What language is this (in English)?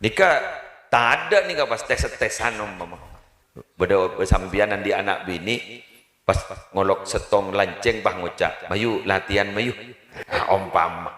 Madurese